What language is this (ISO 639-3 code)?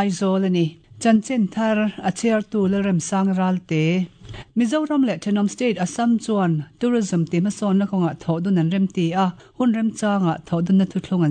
lus